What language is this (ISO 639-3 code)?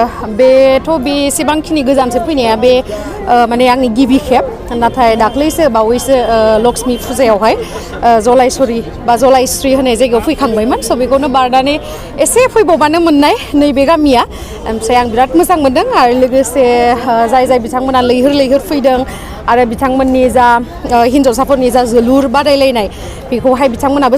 brx